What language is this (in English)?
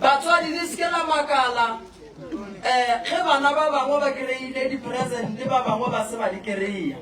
Northern Sotho